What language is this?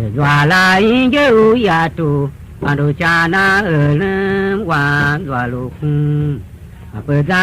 Tiv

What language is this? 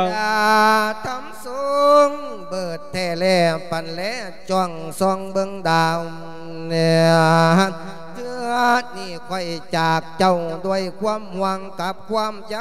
Lao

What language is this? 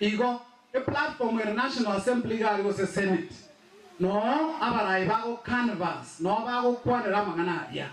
Gusii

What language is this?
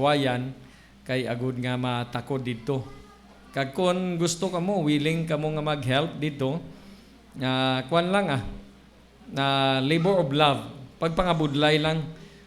Hiligaynon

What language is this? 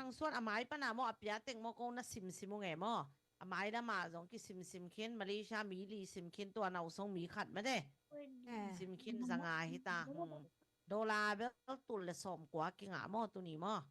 Tedim Chin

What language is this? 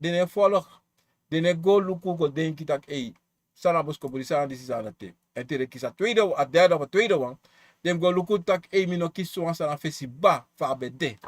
Sranan Tongo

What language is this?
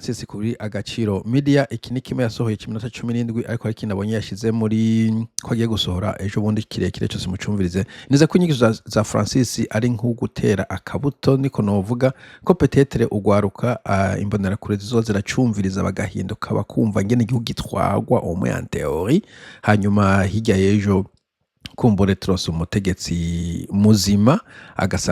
Rundi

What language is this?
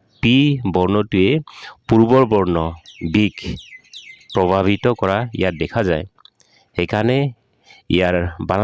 Assamese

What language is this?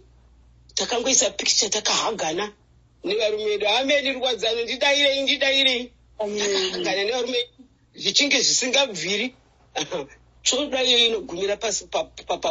Shona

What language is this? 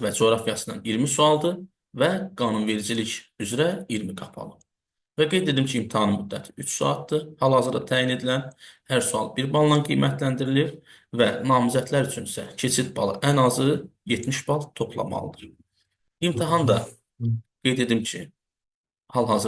Azerbaijani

